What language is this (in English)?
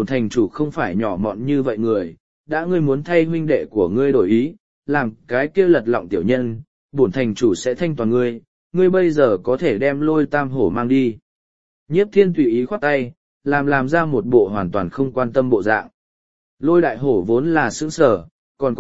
Vietnamese